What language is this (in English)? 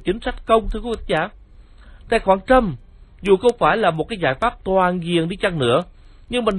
Vietnamese